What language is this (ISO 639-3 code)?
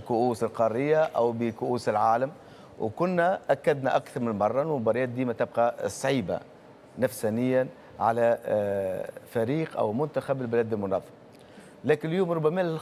aeb